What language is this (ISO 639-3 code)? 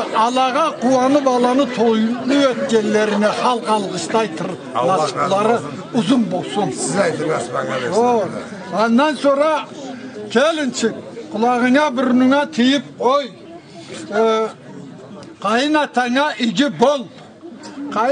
krc